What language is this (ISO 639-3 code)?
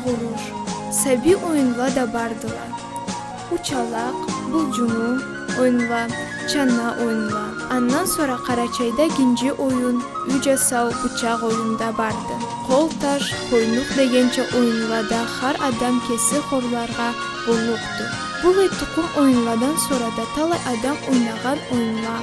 krc